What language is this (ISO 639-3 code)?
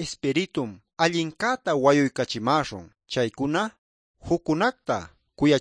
que